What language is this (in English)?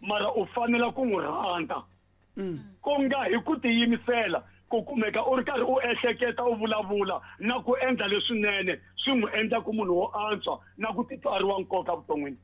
Tsonga